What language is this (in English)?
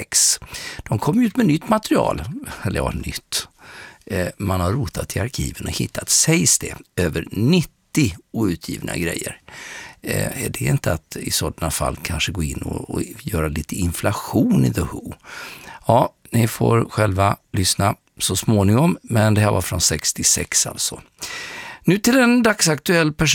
Swedish